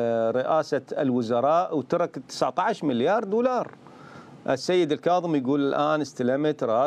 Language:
Mesopotamian Arabic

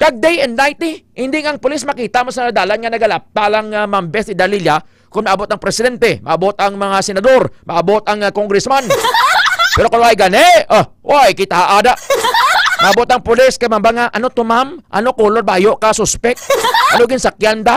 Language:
Hiligaynon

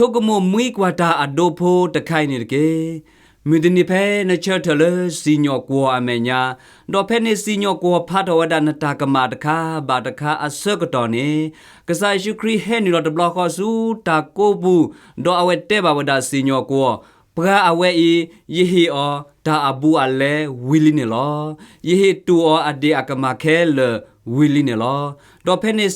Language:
S'gaw Karen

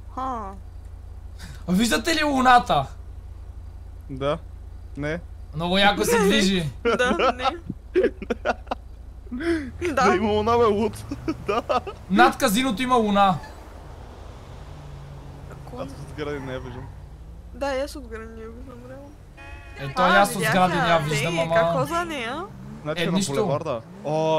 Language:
Bulgarian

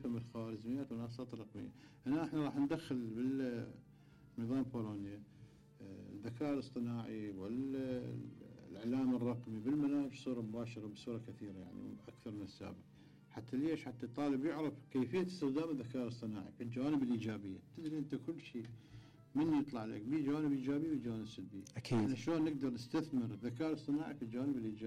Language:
Mesopotamian Arabic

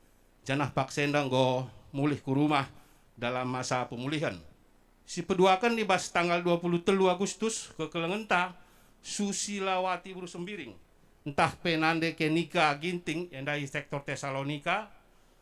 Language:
Batak Karo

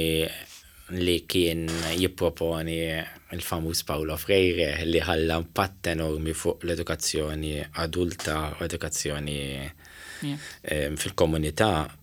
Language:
Maltese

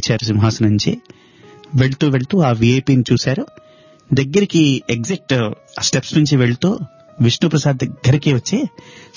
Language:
Telugu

